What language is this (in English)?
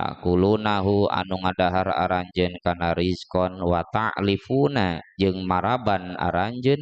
Sundanese